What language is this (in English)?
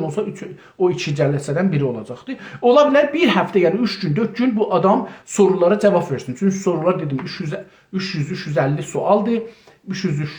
South Azerbaijani